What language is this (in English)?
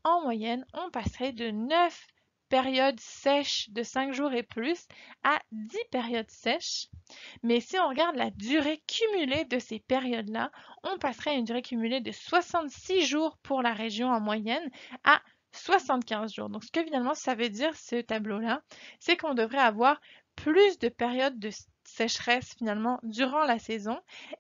French